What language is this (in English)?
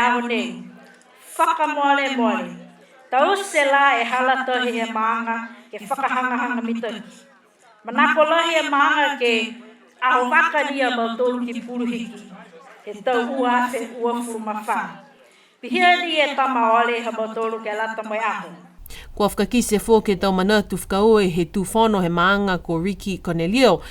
Niuean